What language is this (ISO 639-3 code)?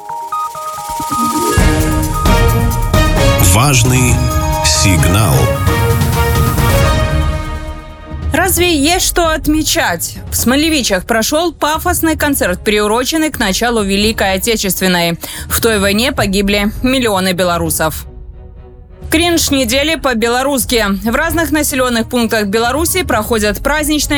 rus